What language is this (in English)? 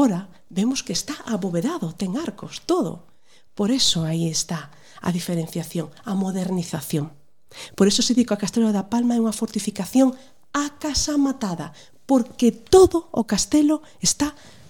Galician